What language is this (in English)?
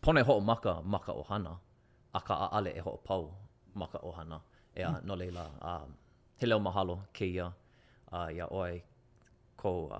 Hawaiian